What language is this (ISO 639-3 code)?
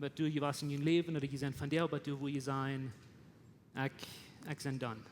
pdt